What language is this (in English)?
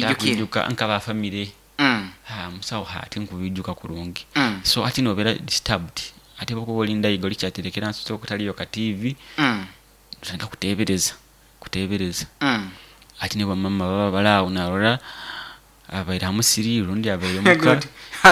Nyoro